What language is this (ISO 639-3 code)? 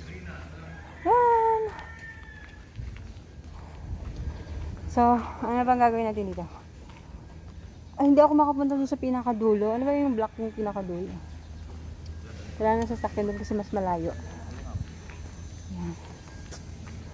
fil